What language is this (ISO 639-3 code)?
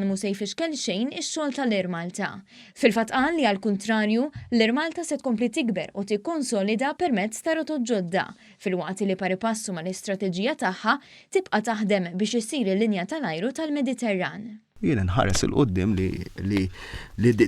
mlt